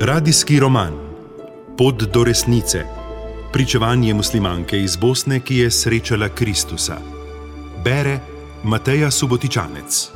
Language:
Slovenian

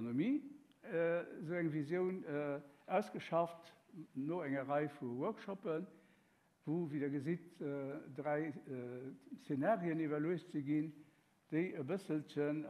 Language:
Luxembourgish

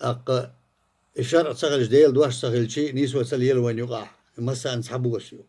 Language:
Chechen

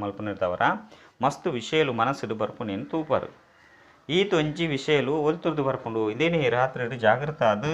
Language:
Tulu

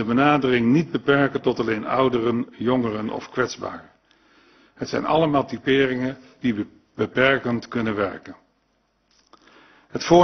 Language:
Dutch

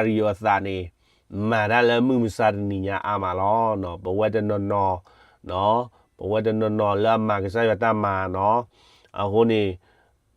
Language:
S'gaw Karen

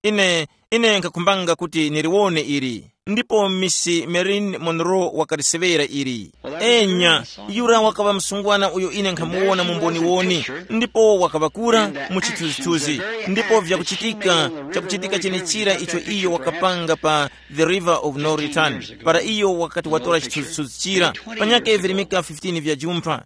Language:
Tumbuka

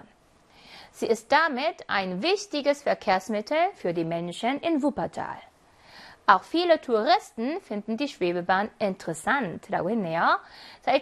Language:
Korean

